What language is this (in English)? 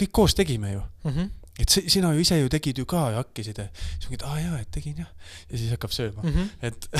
Estonian